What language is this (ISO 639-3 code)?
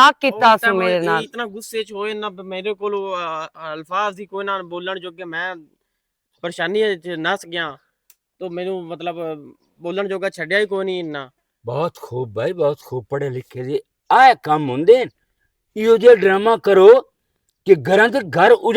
lah